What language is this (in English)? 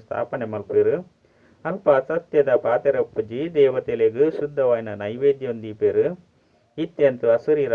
Tulu